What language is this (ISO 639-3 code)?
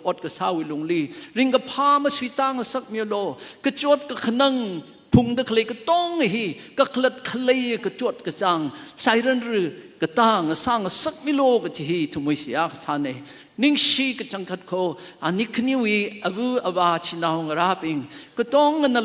nmf